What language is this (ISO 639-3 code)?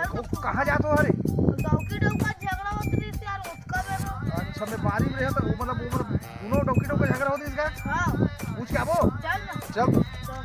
hne